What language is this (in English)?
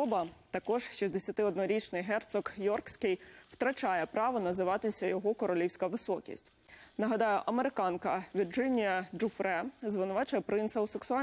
Ukrainian